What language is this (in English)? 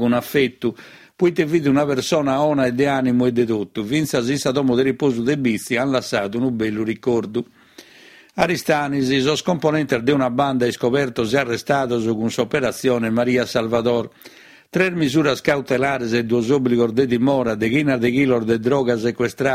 Sardinian